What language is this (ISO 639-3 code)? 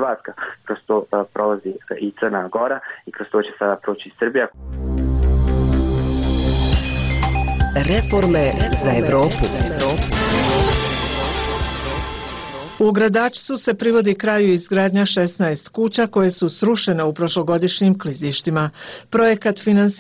bos